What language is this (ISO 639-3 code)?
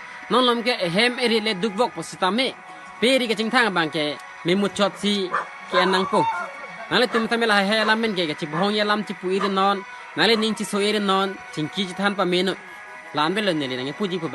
mjw